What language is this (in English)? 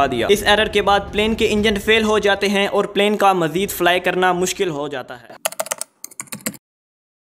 Hindi